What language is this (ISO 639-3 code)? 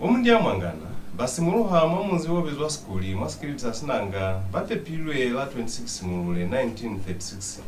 loz